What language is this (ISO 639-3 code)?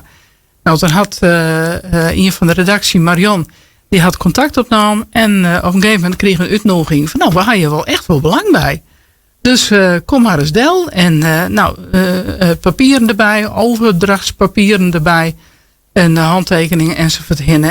fry